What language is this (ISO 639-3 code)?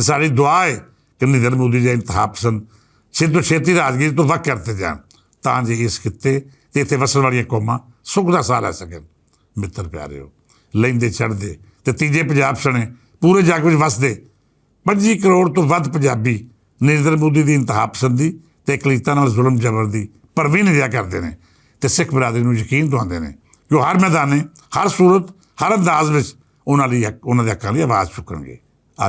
lah